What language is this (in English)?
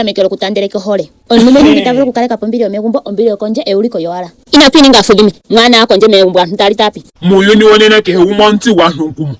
Ndonga